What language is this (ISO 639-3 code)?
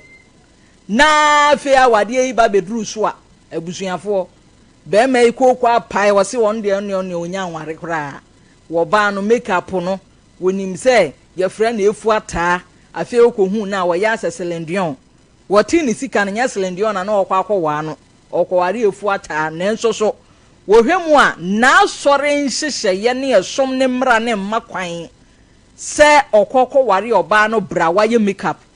aka